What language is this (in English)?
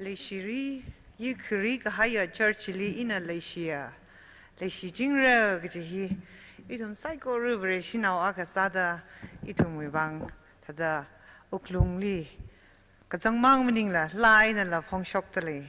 Tangkhul Naga (India)